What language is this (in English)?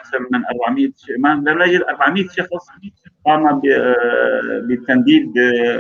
North Levantine Arabic